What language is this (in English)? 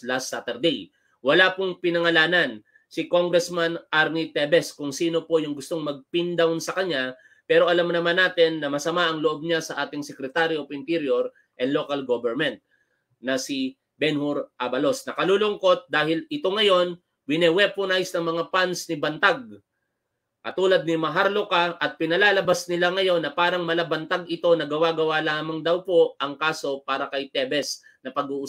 Filipino